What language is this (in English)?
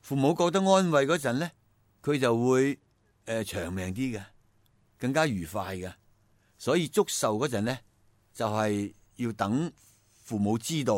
Cantonese